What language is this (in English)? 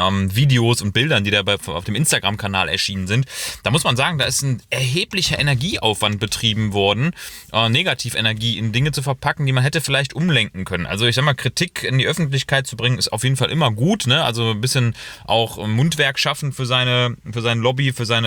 German